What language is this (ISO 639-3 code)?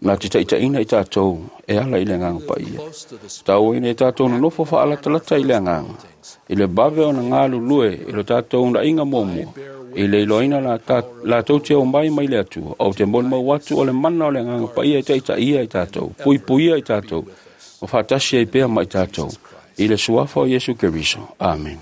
smo